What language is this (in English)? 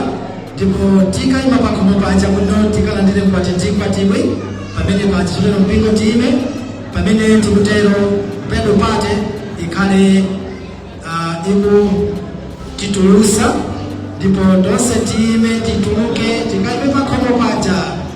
Nyanja